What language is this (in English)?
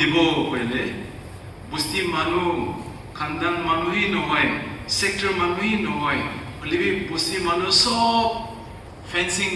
Naga Pidgin